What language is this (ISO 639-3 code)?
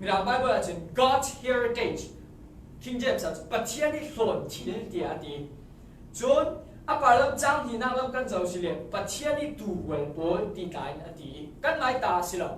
cfm